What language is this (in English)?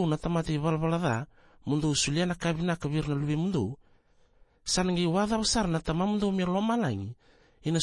Fijian